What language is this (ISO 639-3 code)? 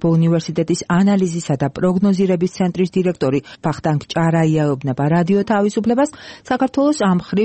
kat